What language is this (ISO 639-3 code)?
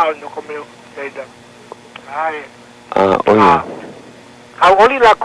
haw